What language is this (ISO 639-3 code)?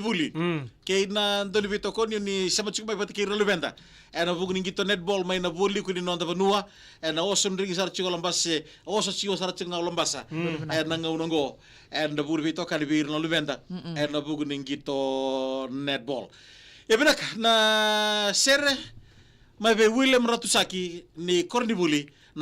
fij